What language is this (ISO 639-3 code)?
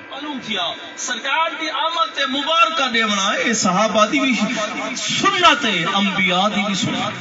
skr